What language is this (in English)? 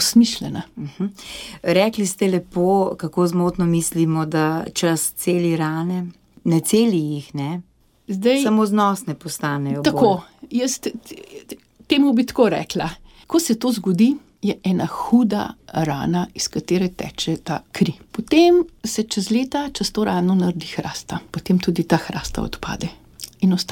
Slovenian